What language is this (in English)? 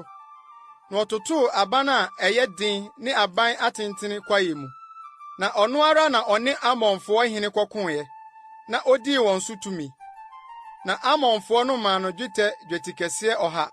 Akan